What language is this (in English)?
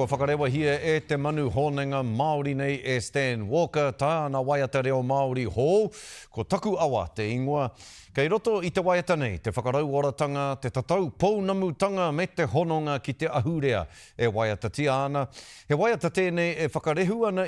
Māori